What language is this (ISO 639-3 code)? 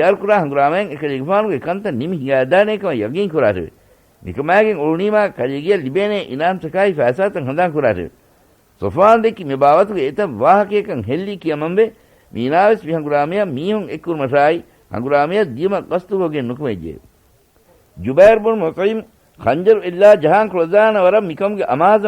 div